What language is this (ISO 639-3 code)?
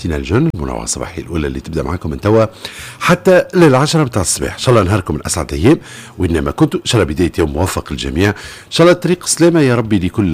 aeb